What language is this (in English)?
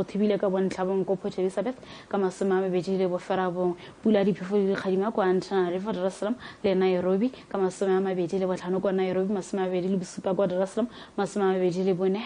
Tswana